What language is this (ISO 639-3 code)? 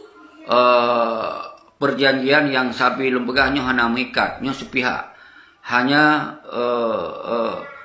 ace